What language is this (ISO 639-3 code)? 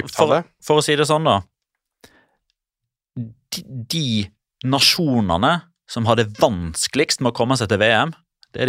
nor